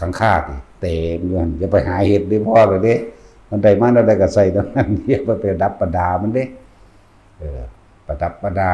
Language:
Northeastern Thai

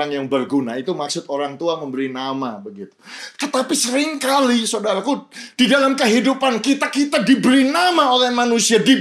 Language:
Indonesian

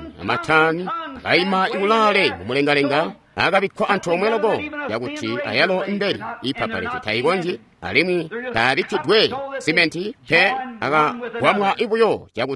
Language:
Tonga (Zambia)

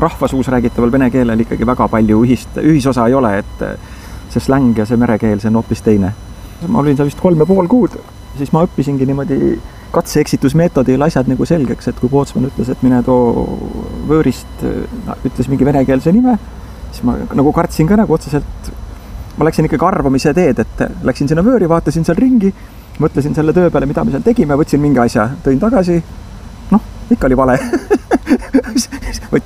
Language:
Estonian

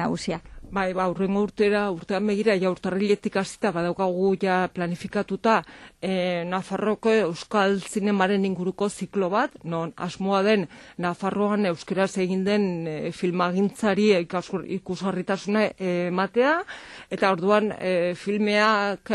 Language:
Basque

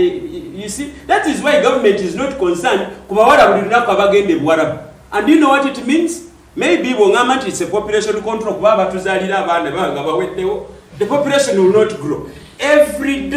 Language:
Ganda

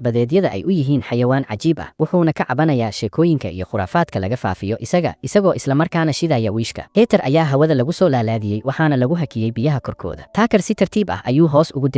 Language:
Somali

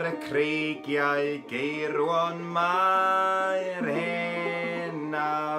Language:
Welsh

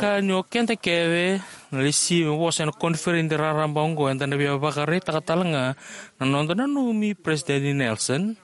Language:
Fijian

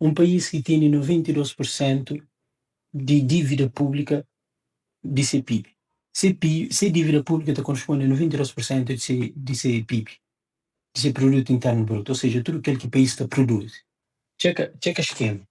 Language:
Kabuverdianu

